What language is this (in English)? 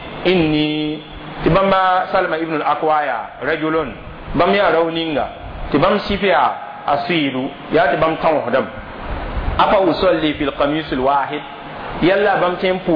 Mossi